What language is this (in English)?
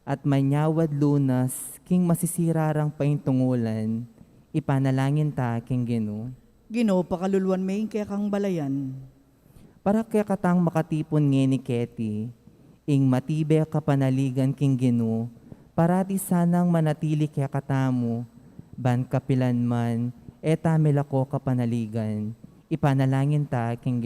Pampanga